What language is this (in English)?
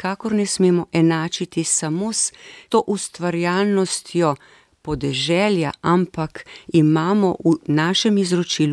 Slovenian